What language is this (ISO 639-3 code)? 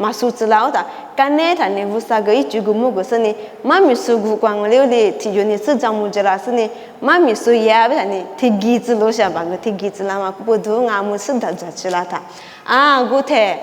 lis